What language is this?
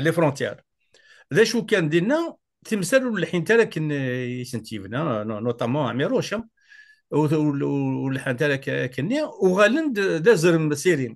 Kabyle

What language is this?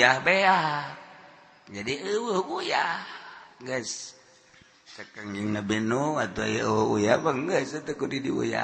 Sundanese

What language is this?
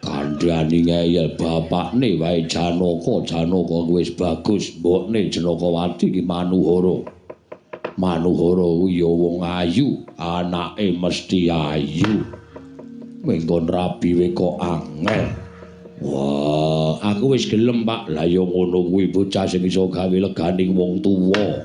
Javanese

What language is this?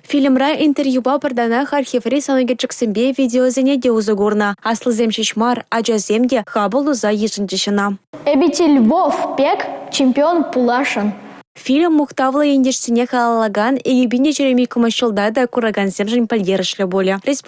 Chuvash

